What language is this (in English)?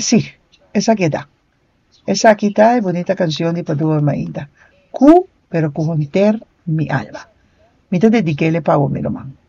Papiamento